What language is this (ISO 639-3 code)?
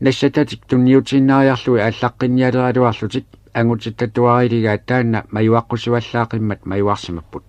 kal